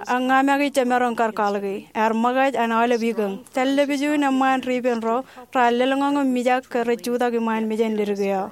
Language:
Marshallese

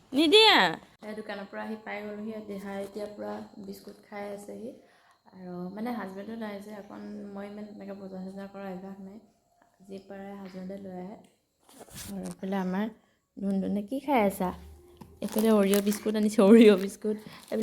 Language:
Assamese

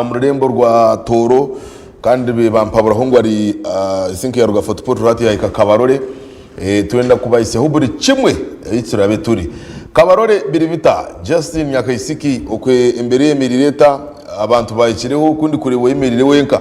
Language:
Nyankole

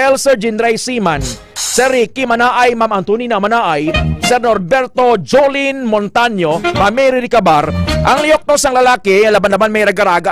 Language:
Hiligaynon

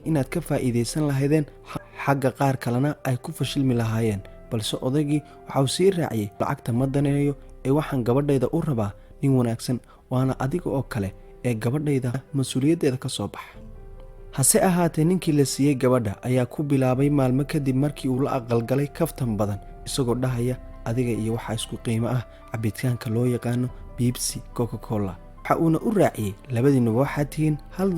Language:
Somali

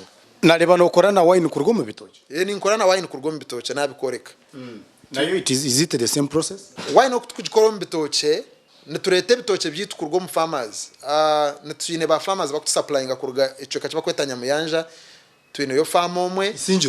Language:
Nyankole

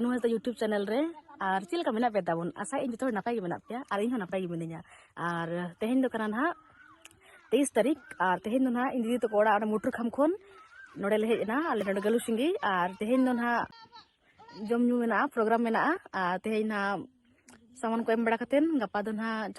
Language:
Santali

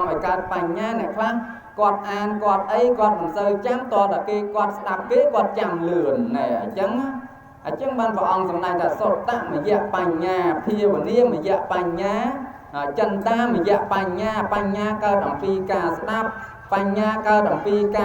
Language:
Khmer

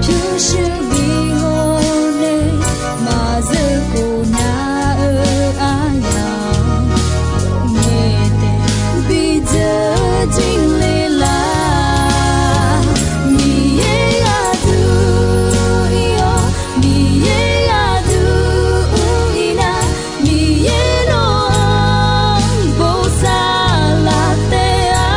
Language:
Akha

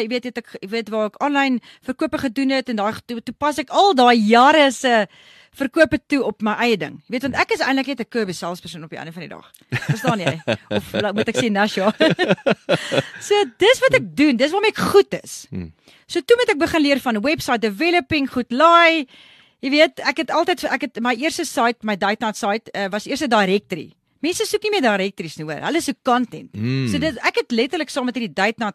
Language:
Afrikaans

